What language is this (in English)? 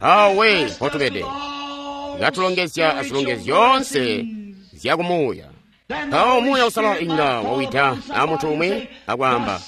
Tonga (Zambia)